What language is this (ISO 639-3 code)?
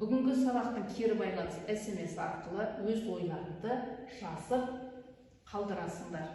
kaz